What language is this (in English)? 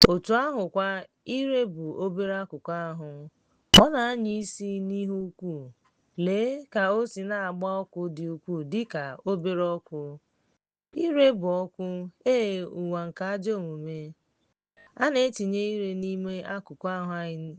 Igbo